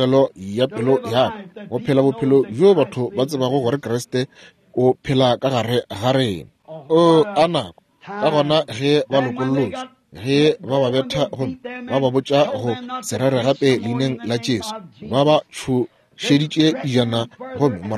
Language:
Northern Sotho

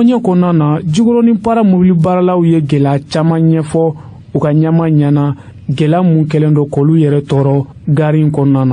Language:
Bambara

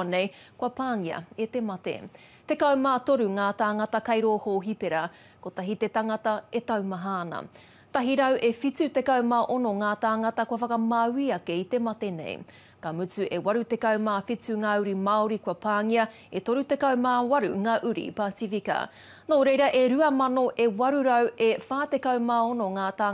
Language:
Māori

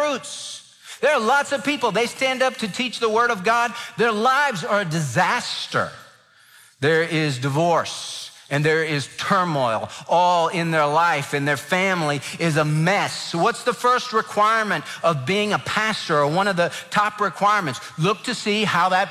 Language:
English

